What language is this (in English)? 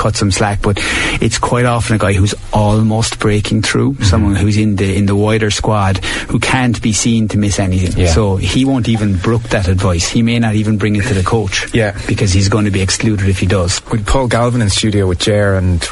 English